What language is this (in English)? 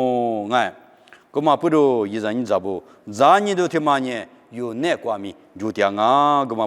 Lisu